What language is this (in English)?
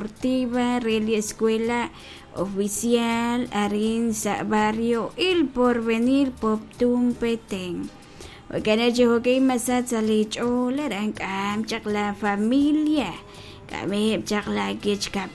Kekchí